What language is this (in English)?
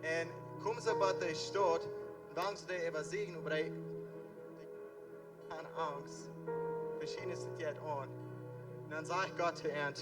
Plautdietsch